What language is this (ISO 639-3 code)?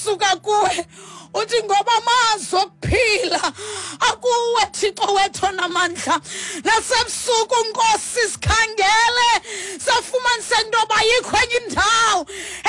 xho